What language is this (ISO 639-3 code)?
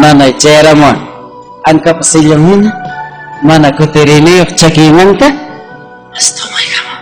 quy